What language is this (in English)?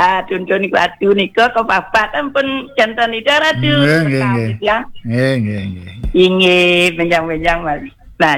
Balinese